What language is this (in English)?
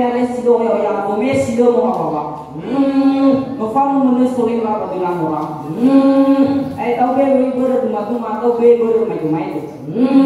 Nias